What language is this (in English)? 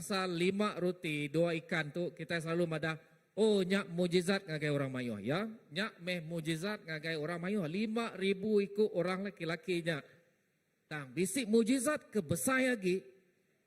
Iban